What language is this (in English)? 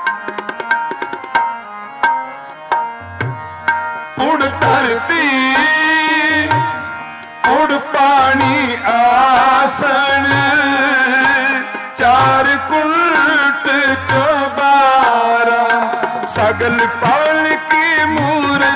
Punjabi